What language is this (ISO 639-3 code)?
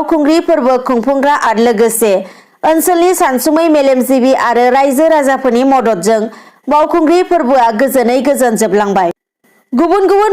brx